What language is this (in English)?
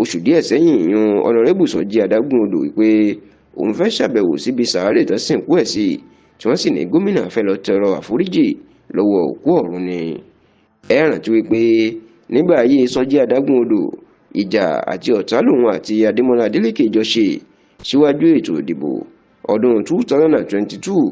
Yoruba